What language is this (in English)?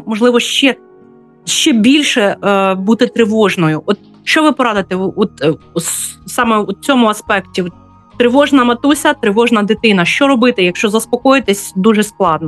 Ukrainian